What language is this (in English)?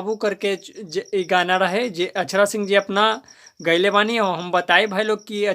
Bhojpuri